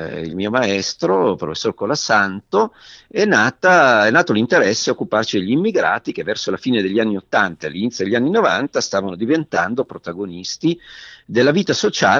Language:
Italian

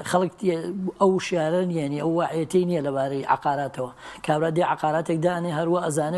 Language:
Central Kurdish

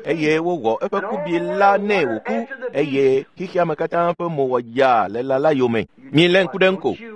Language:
Ewe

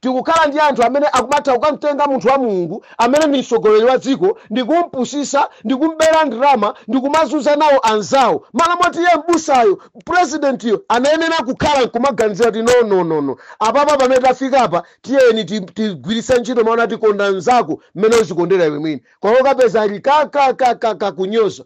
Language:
Nyanja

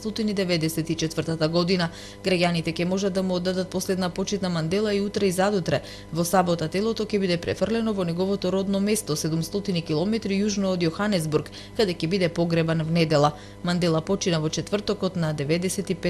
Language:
Macedonian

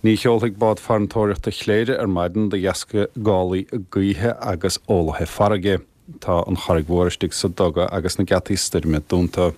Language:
Irish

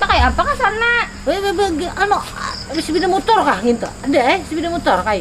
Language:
Banjar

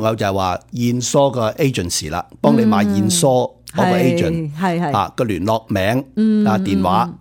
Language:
Cantonese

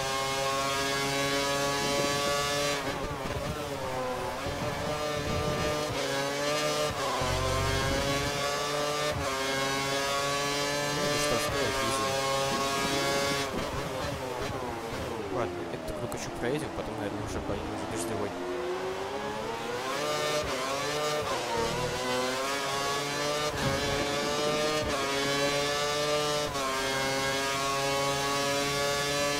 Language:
Russian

